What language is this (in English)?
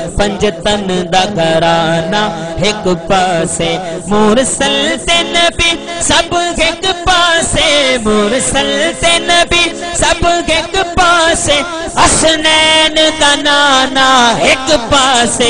Saraiki